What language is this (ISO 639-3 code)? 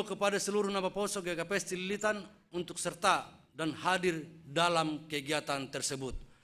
bts